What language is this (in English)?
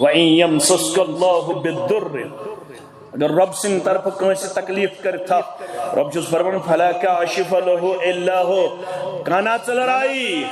Kashmiri